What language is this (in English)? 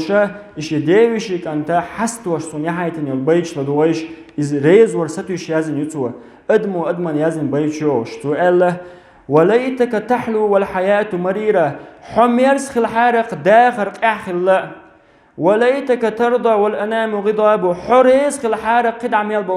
Chechen